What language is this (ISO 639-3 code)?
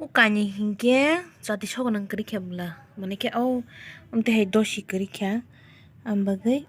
trp